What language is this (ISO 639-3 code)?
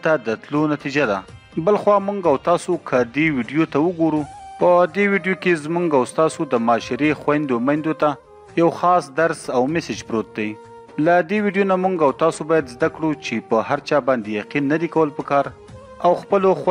pus